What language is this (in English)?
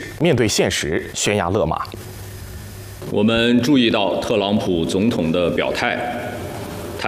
Chinese